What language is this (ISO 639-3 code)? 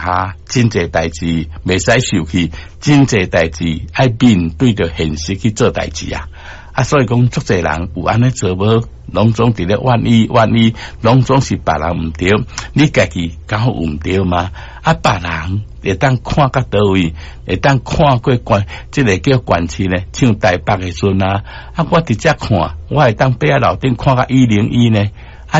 nan